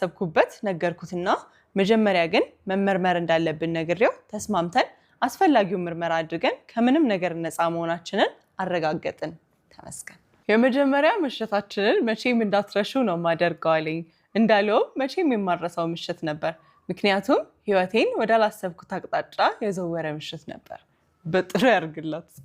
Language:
Amharic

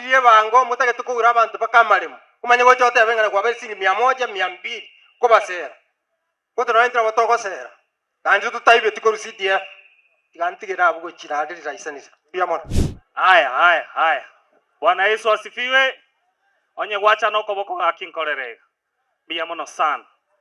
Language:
Gusii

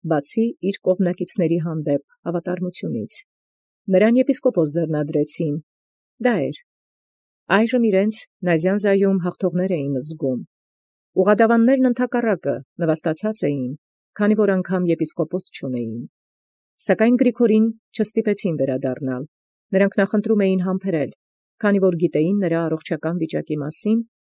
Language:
Armenian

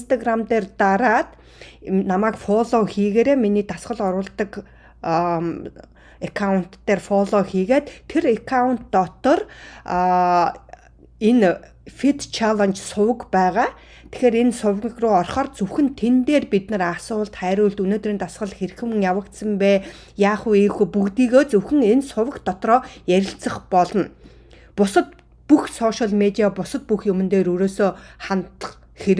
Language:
Mongolian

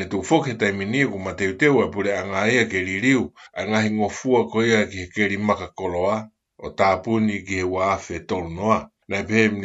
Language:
Tongan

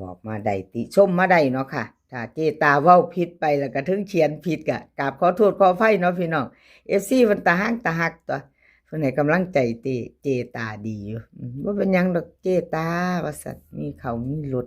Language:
Northeastern Thai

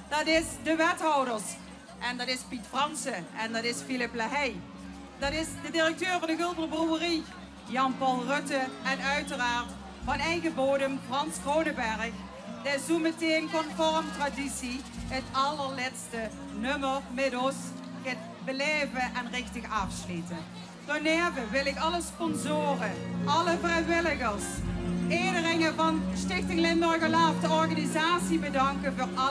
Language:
Limburgish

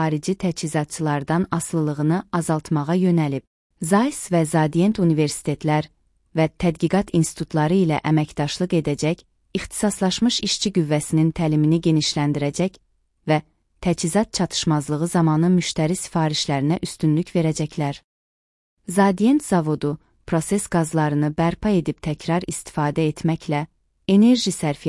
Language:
Azerbaijani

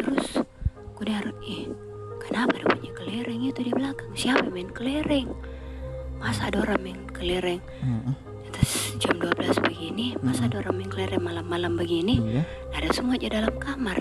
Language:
Makassar Malay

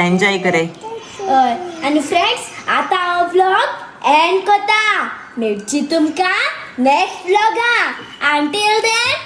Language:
Konkani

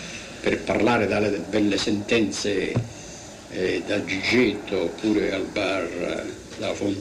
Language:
Italian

